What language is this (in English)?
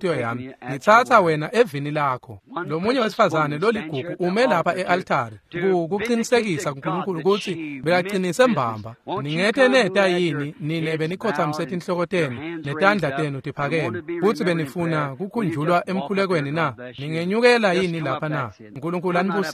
Swati